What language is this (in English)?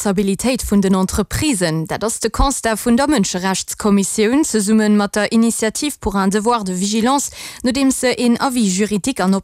Luxembourgish